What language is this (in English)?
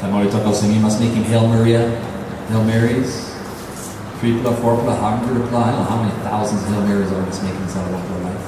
Tok Pisin